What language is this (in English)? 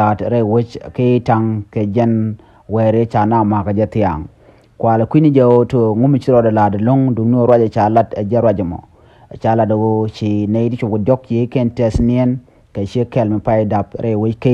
Nuer